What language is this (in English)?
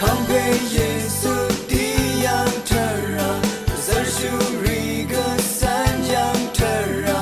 Rawang